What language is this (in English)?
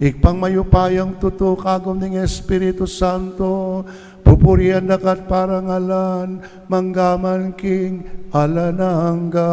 Pampanga